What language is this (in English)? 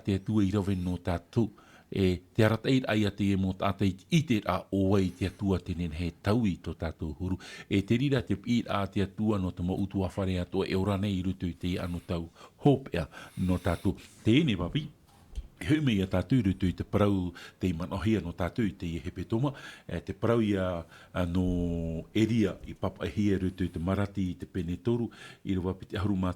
Tahitian